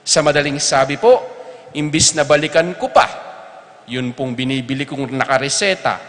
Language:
Pampanga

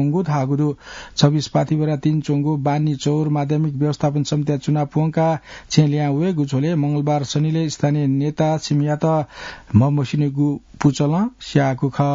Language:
Newari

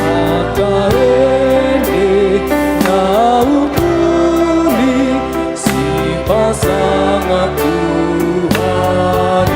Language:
Batak Toba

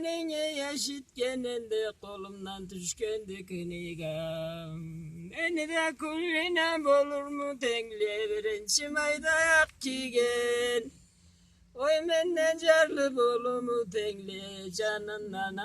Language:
Karachay-Balkar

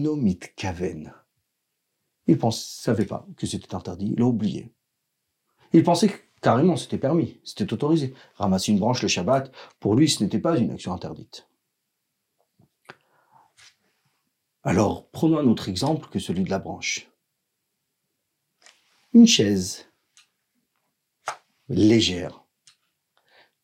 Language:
French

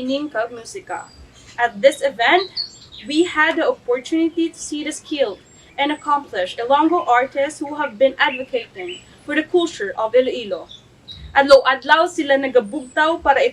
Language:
Hiligaynon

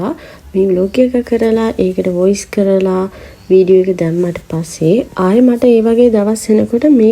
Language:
Sinhala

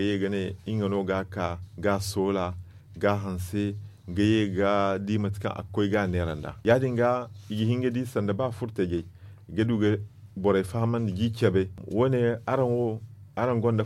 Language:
Zarma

